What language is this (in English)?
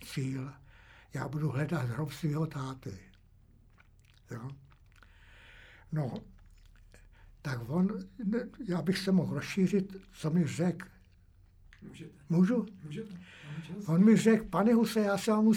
Czech